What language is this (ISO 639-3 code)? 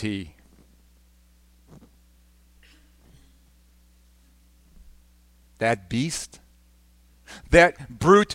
eng